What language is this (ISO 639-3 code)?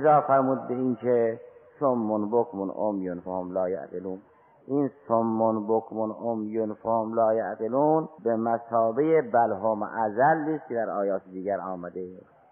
fas